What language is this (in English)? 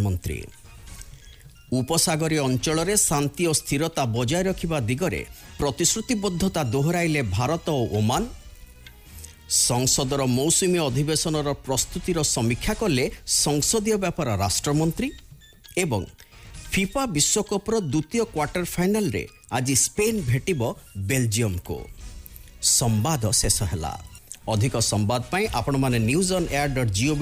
Odia